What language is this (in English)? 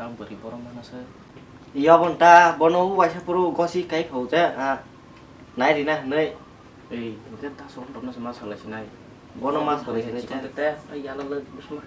Kok Borok